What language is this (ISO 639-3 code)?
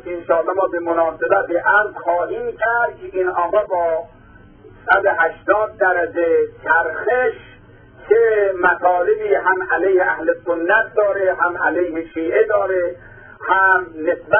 fas